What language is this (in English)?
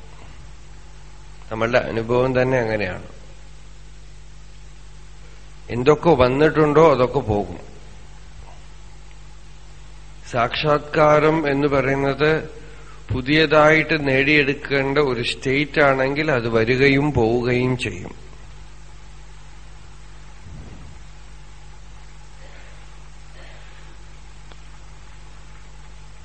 Malayalam